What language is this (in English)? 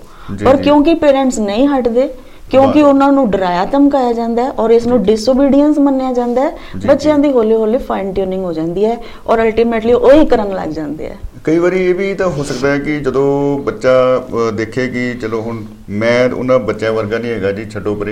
Punjabi